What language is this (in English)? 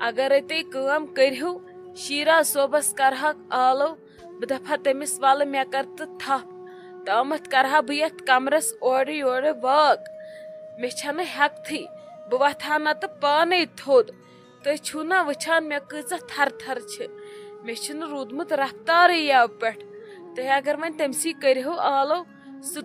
Kashmiri